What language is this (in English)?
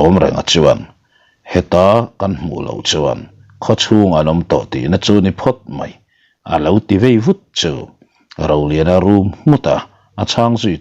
Mizo